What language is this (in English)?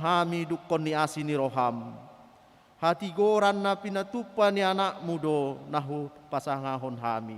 Batak Toba